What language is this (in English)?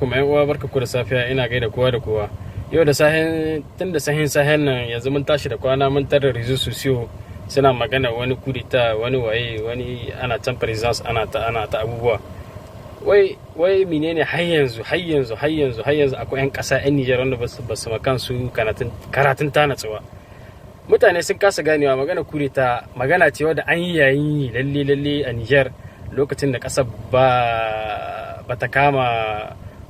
Hausa